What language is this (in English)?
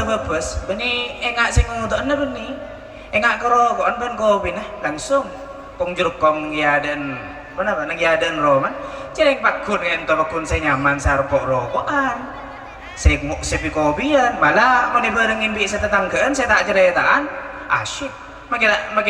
Madurese